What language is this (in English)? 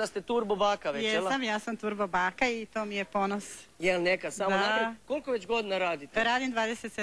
Croatian